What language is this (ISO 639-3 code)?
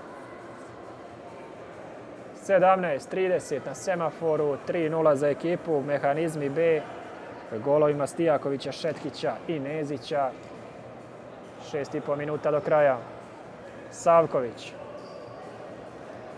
srp